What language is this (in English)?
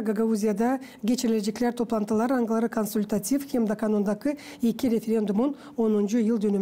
Gagauz